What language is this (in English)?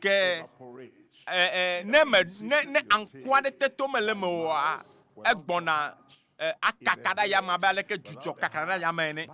Ewe